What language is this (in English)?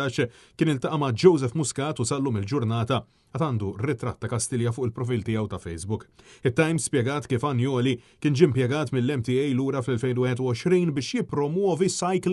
Maltese